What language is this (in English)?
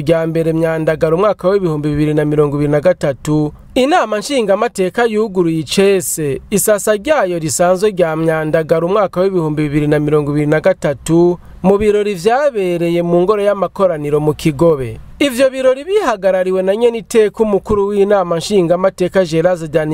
Rundi